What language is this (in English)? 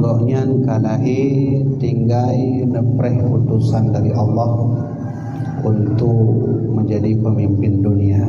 Achinese